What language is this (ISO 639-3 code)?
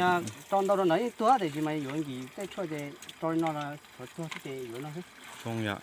hmn